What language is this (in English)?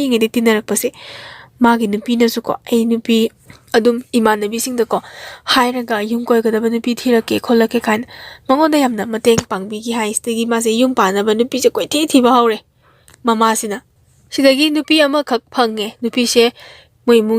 Manipuri